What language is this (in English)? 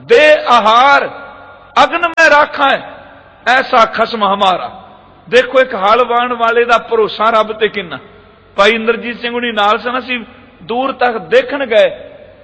Punjabi